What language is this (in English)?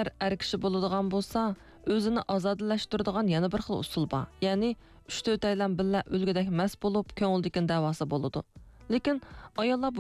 Uyghur